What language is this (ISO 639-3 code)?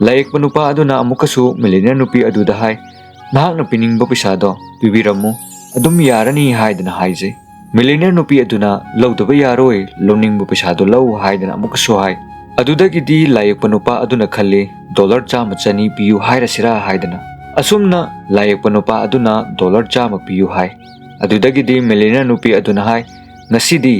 mni